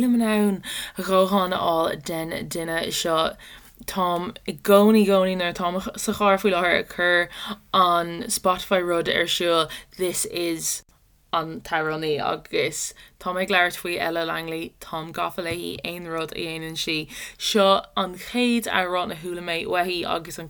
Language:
Irish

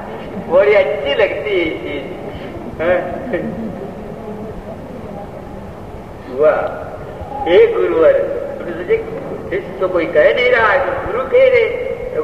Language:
Hindi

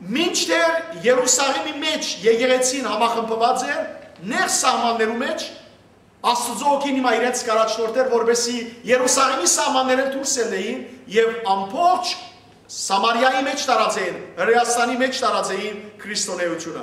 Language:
Western Armenian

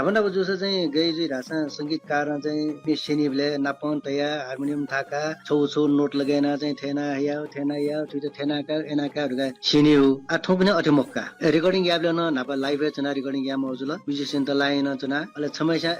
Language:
Newari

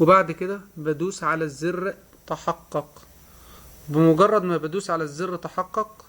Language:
Egyptian Arabic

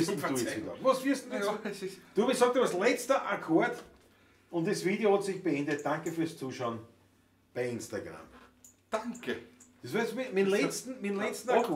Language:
Bavarian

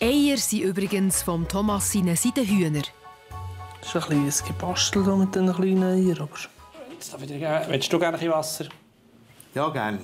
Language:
Swiss German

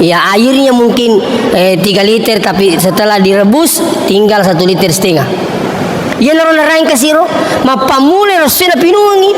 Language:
Buginese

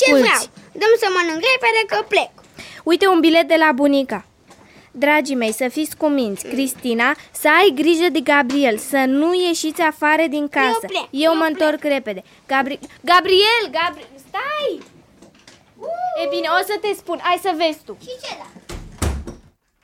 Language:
Romanian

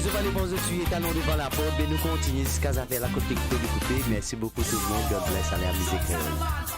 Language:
Morisyen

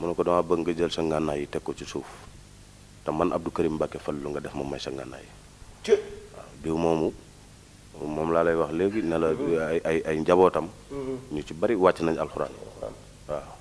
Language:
Wolof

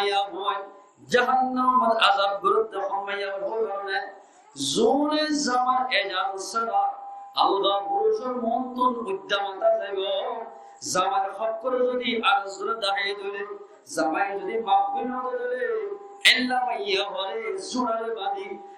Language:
Rohingya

